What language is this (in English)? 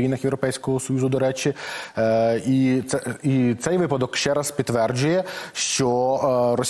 Ukrainian